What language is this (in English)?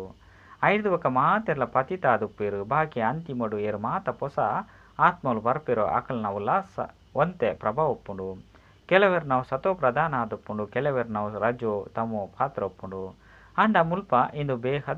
Tulu